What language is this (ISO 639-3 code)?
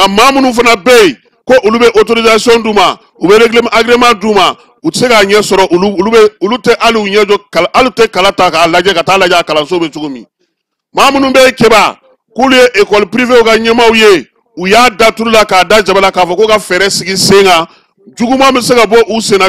bam